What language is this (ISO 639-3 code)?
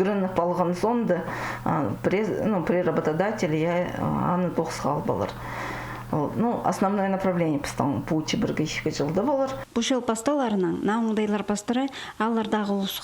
kjh